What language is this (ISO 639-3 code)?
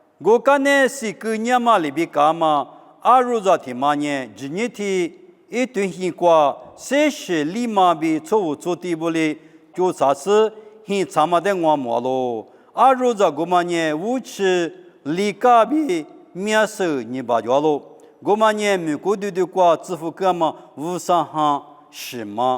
lis